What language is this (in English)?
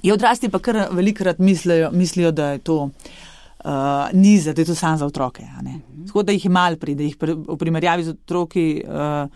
Slovenian